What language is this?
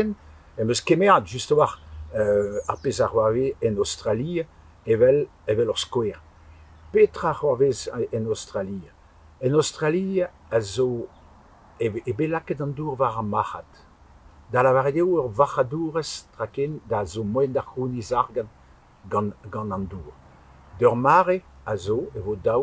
Breton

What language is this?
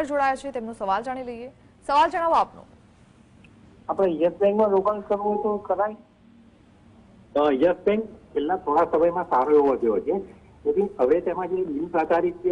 Gujarati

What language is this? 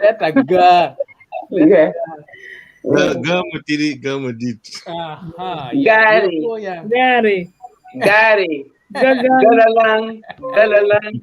Acoli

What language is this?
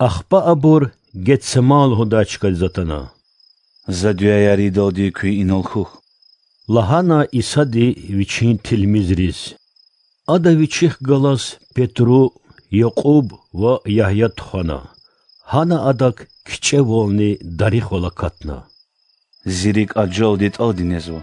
Lezghian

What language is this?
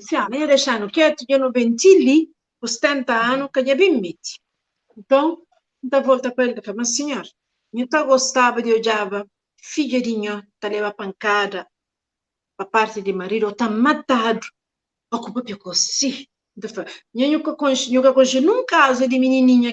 Kabuverdianu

